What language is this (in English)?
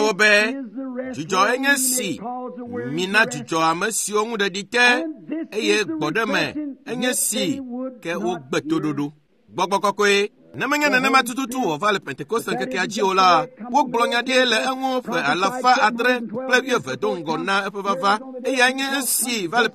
Ewe